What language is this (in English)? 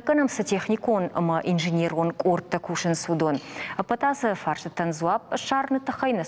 Ossetic